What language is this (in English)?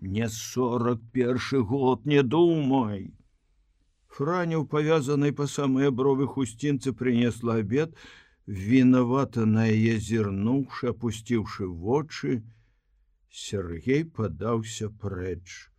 Belarusian